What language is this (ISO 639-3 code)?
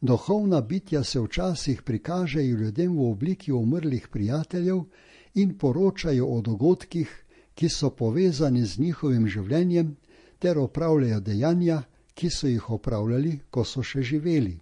slv